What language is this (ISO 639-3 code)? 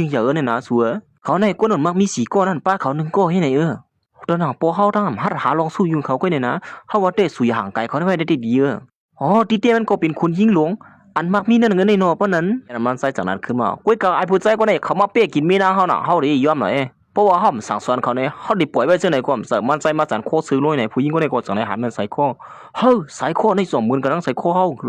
shn